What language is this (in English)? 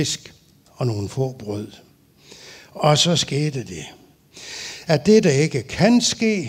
Danish